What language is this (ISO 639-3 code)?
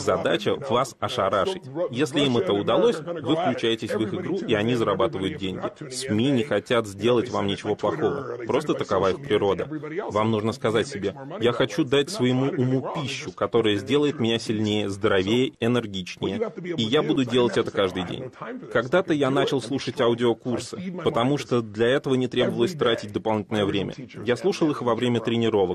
rus